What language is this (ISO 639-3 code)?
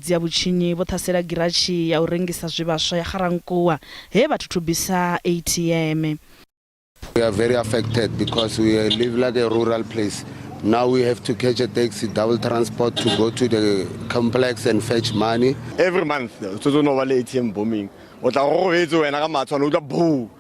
ven